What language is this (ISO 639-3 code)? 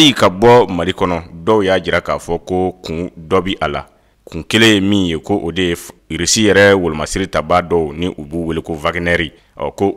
bam